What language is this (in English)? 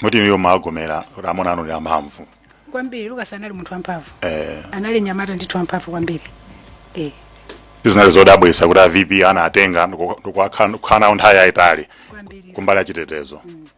Nyanja